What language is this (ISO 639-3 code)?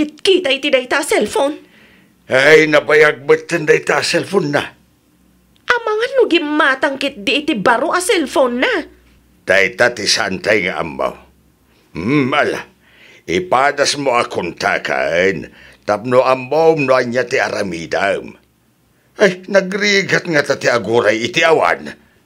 ilo